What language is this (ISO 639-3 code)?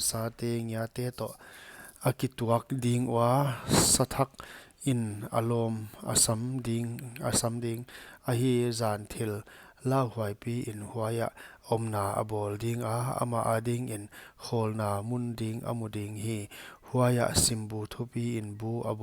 pck